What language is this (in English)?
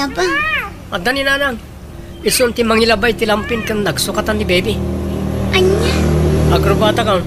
Iloko